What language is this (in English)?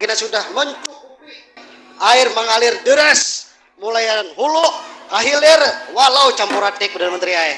Banjar